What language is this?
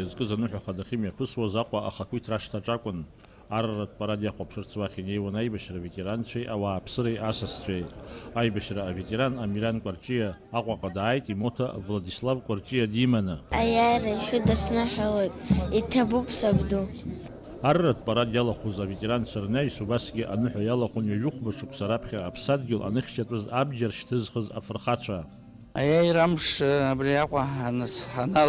Abkhazian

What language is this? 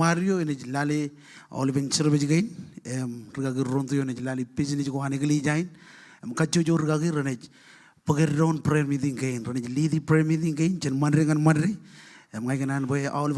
Marshallese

